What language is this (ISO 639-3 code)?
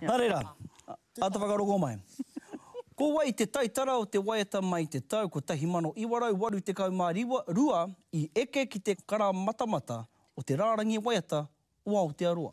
mri